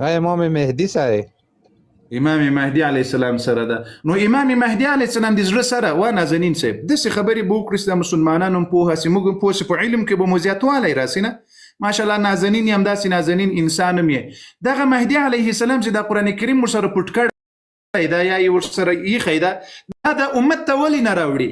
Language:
Pashto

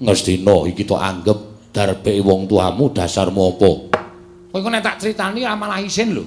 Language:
Javanese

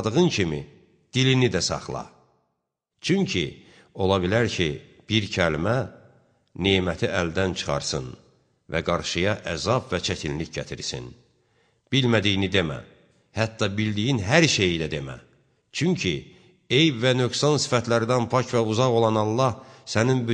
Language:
Azerbaijani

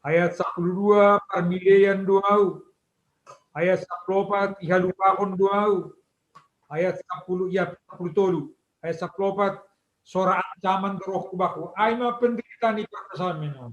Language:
Batak Simalungun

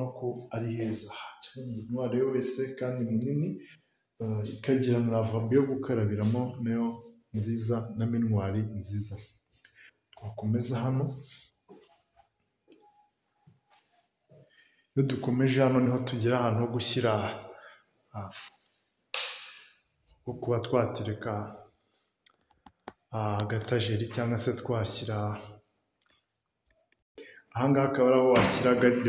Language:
Kinyarwanda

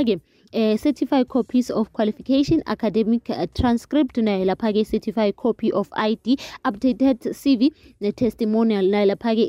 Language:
South Ndebele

